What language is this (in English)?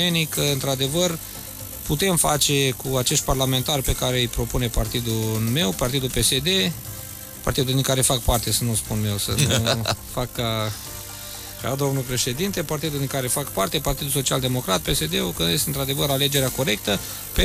Romanian